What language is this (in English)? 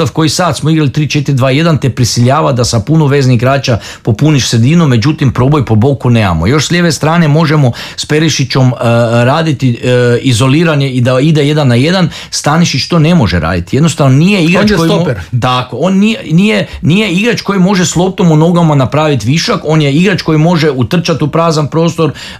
Croatian